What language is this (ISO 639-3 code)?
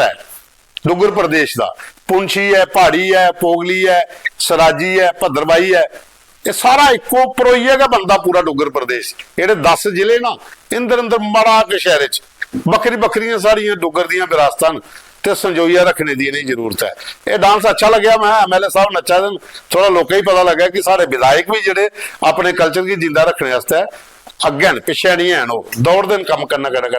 doi